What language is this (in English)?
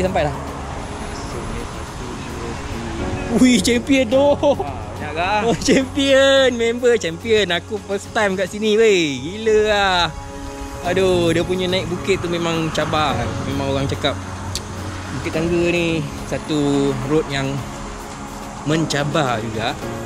Malay